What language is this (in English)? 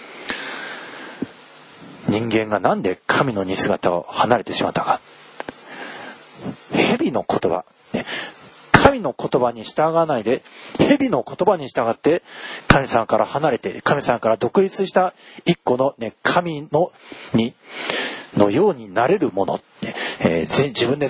Japanese